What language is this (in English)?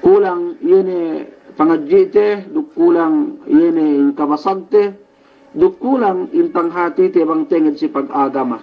Yakan